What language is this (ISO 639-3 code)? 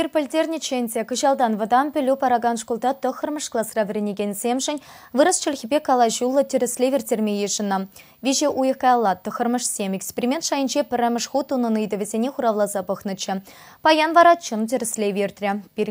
chv